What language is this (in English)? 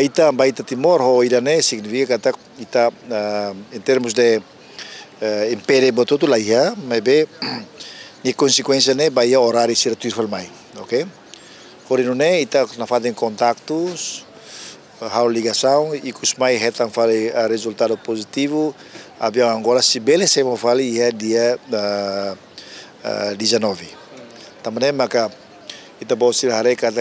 Tetum